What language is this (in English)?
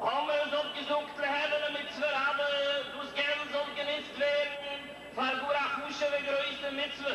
Yiddish